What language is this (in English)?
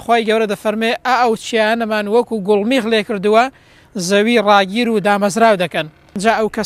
Central Kurdish